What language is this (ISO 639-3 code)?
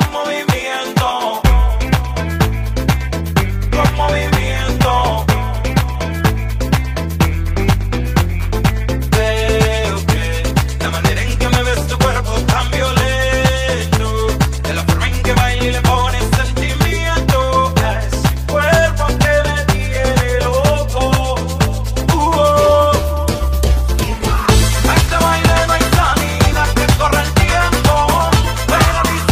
spa